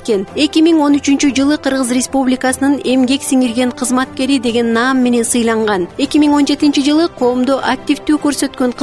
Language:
Kyrgyz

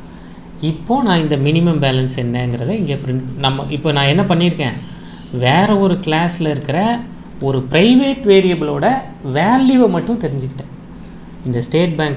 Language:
Tamil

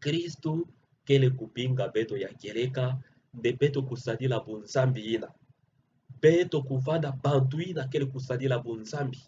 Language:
Kituba (Democratic Republic of Congo)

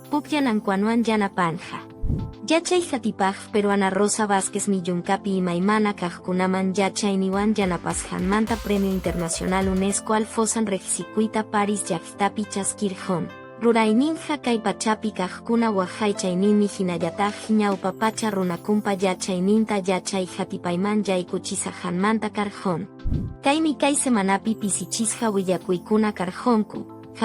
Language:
Quechua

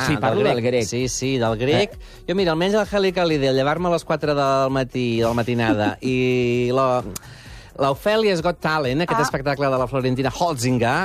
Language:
Catalan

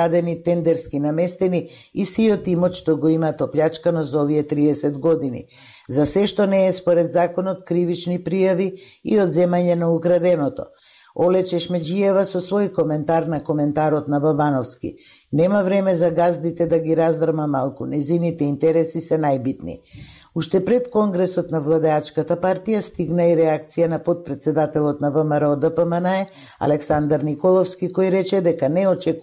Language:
Macedonian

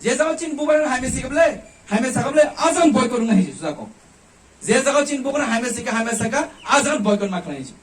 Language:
Kok Borok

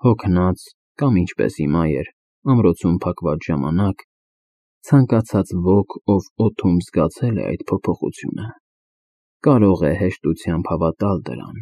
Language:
Armenian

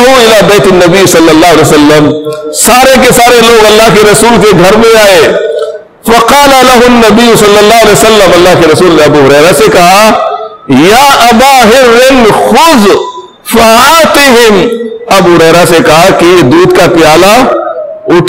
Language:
Urdu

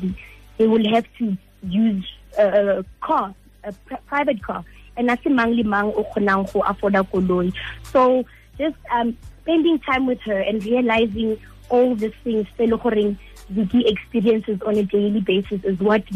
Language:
Tswana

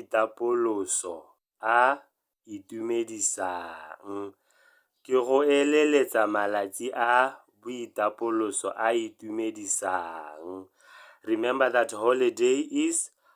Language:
Tswana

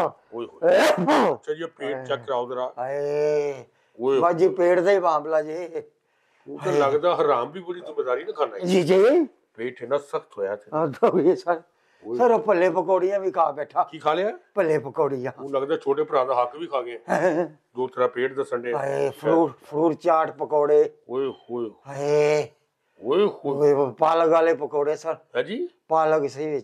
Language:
Punjabi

